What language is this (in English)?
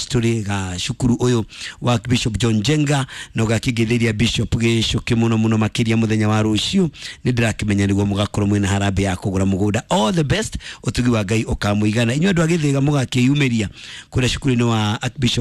Kikuyu